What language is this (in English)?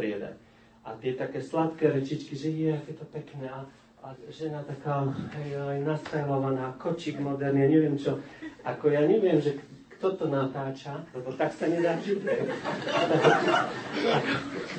Slovak